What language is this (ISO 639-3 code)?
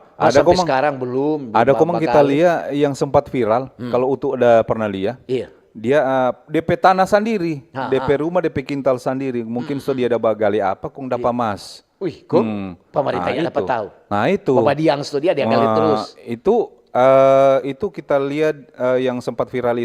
xmm